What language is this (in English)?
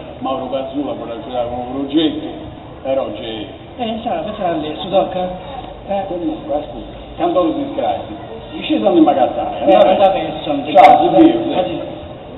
Sardinian